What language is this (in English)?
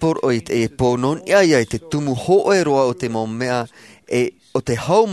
Tahitian